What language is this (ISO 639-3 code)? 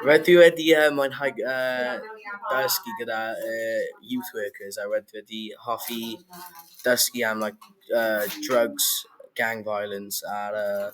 cym